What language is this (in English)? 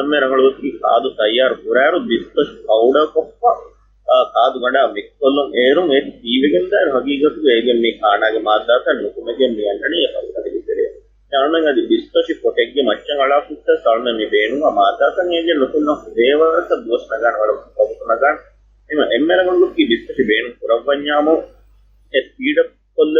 Divehi